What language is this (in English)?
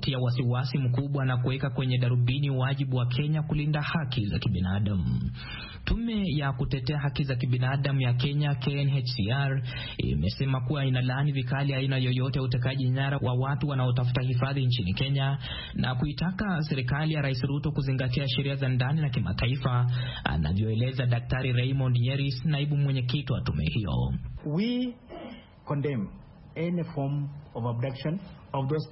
Swahili